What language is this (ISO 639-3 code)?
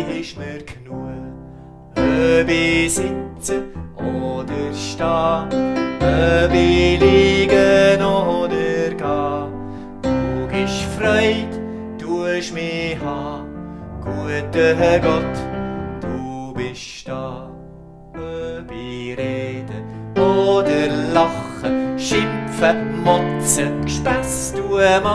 gsw